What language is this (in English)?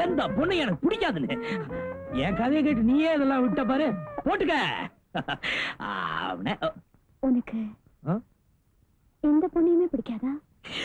Tamil